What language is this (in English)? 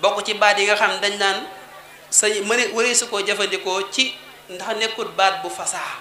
Wolof